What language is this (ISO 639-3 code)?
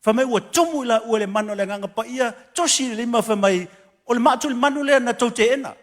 smo